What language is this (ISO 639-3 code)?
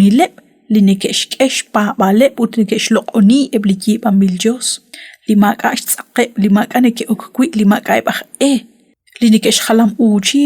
kek